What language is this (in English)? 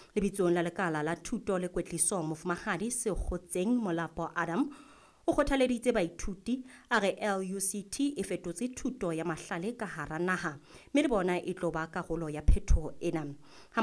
Southern Sotho